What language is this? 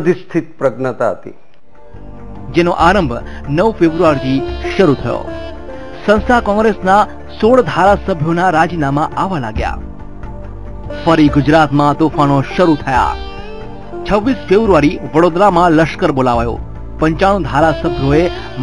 Gujarati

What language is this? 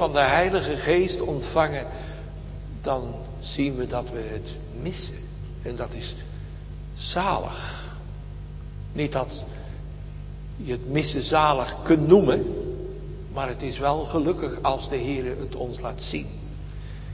Dutch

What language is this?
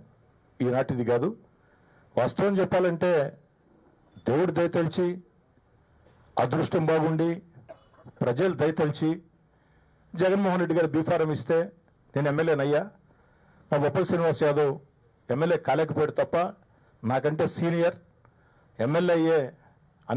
Telugu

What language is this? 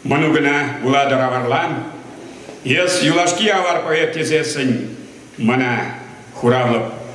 Chuvash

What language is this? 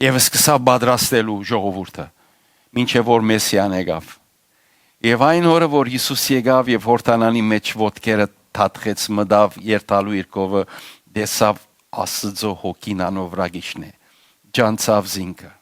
Western Armenian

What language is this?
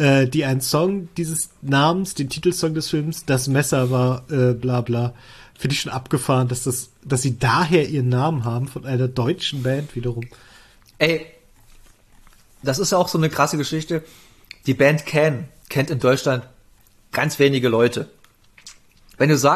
German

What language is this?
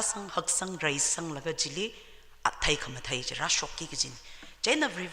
Tangkhul Naga (India)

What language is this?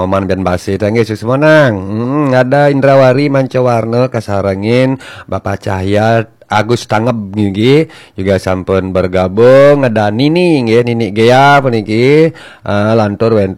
Balinese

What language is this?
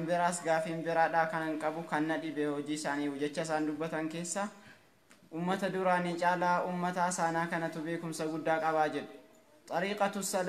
Oromo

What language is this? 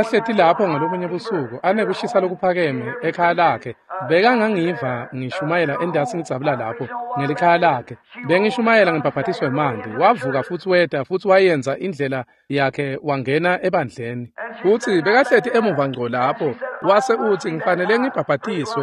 Swati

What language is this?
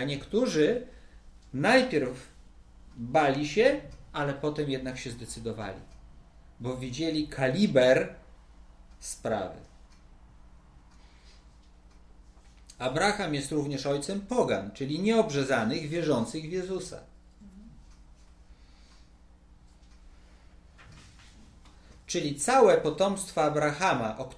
Polish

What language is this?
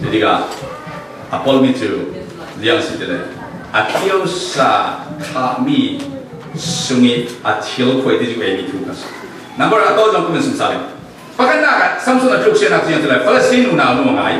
Falam Chin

